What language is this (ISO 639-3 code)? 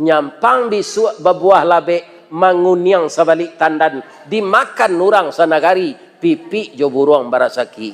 min